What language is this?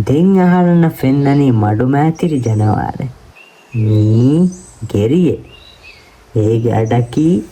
Divehi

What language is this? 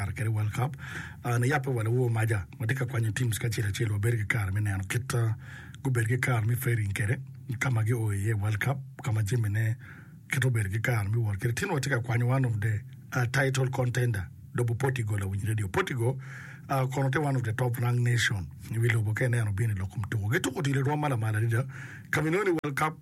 Acoli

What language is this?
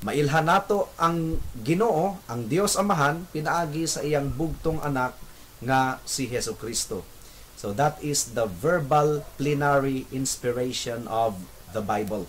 Cebuano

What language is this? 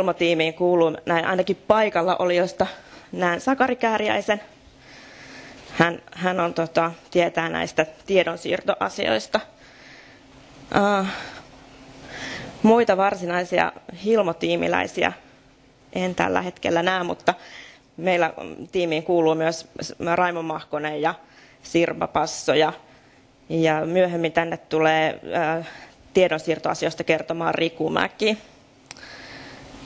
Finnish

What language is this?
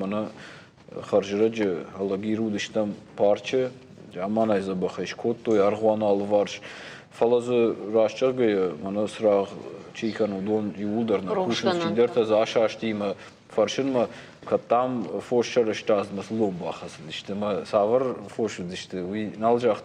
Ossetic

